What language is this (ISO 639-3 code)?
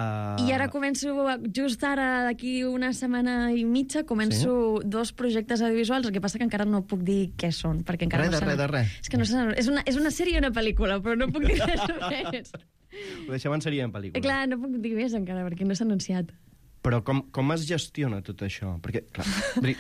cat